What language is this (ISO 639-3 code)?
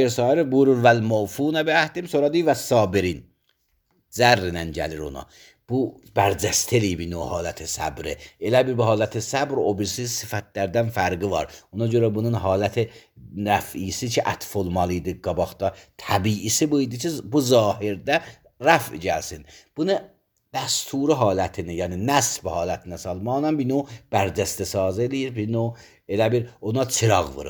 aze